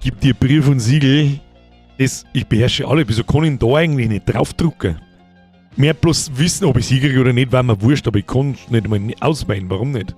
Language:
Bavarian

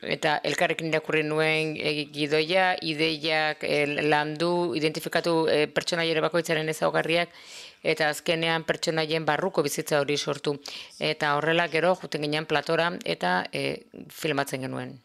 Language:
Basque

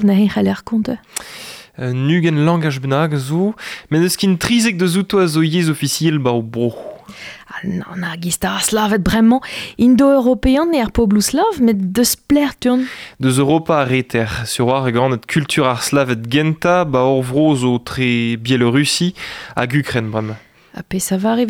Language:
Breton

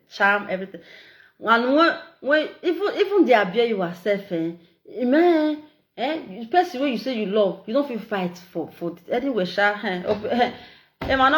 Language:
Nigerian Pidgin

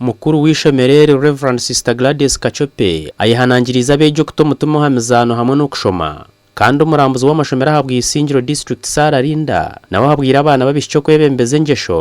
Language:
Nyankole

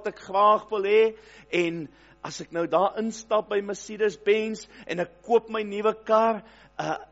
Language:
Afrikaans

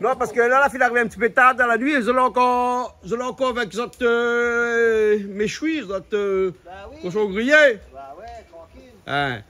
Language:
Réunion Creole French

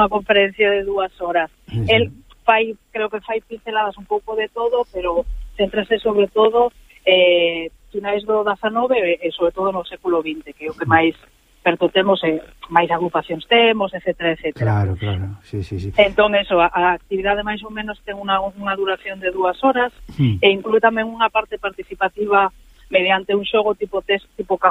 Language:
Galician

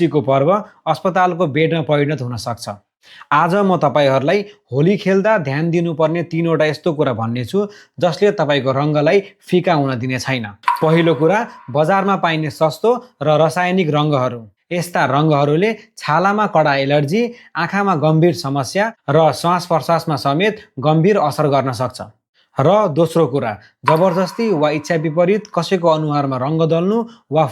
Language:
Nepali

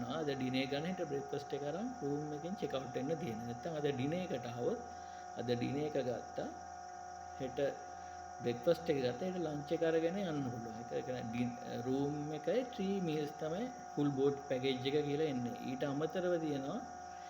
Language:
Sinhala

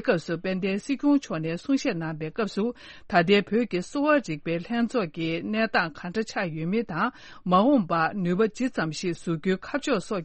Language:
Tibetan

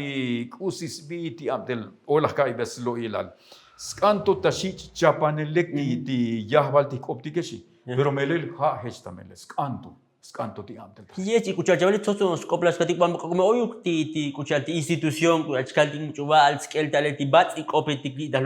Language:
Tzotzil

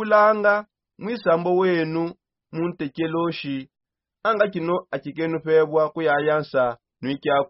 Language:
Songe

